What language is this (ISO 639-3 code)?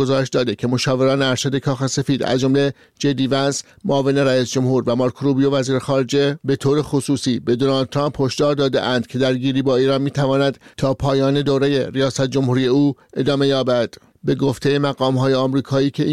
fas